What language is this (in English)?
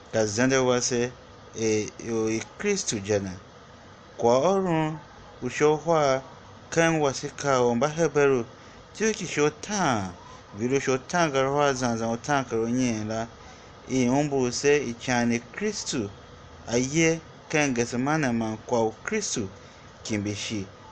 Tiv